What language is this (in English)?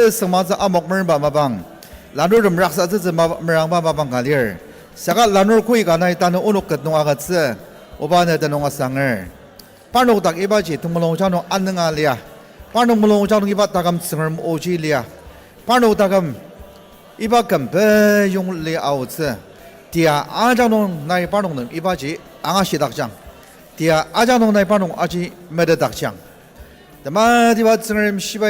Ao Naga